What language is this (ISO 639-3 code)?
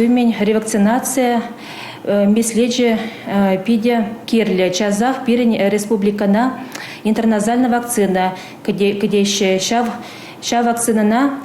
chv